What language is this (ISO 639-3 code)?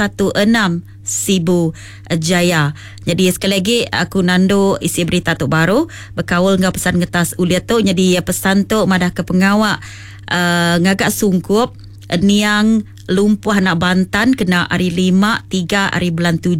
iba